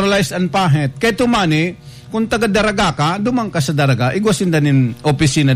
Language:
Bikol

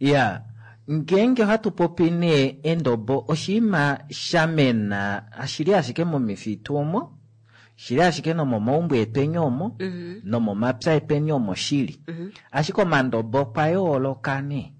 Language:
Kuanyama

